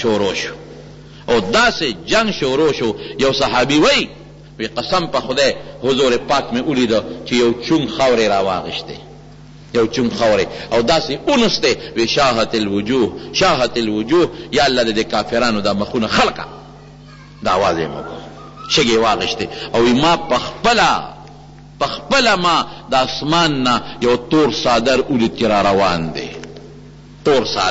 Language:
Pashto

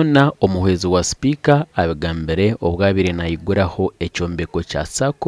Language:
Nyankole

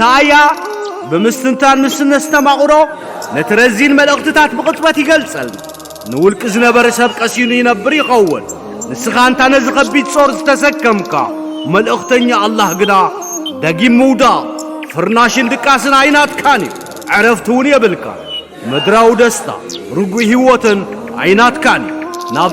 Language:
Tigrinya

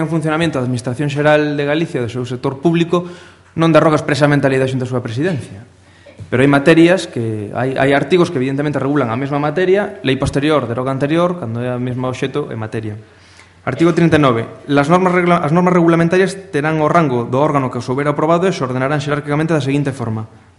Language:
Galician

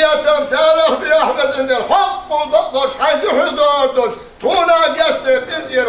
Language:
Chechen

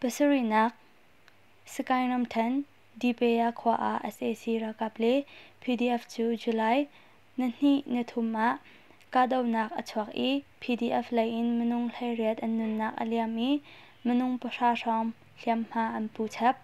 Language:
Hakha Chin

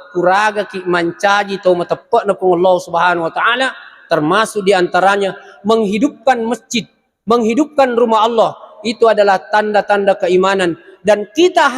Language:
Buginese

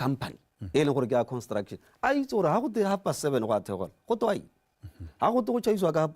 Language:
Tswana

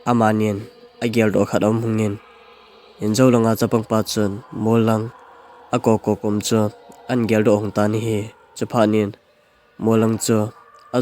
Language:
Thado Chin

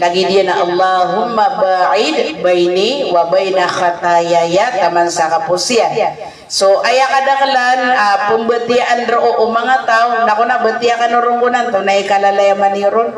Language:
Maranao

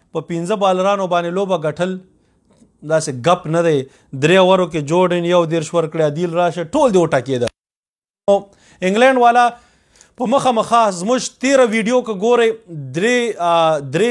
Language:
Pashto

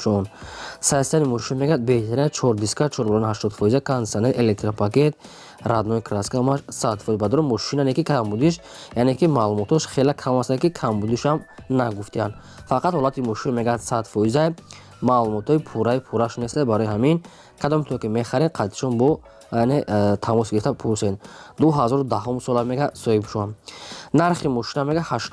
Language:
Tajik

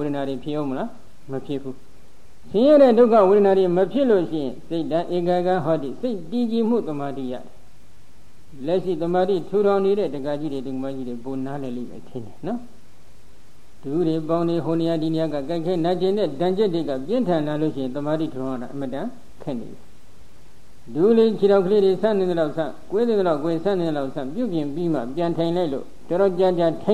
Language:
Burmese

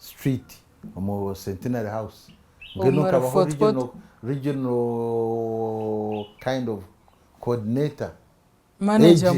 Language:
Nyankole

